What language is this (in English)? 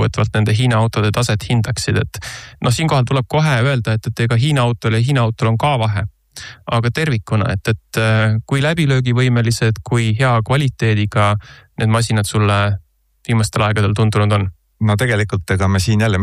Estonian